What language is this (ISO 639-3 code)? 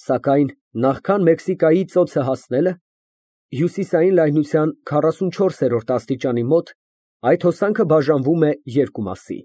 hye